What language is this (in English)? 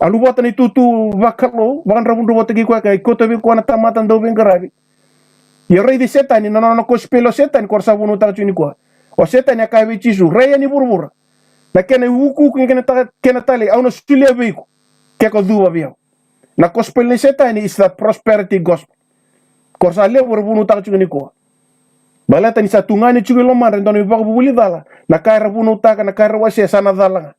Fijian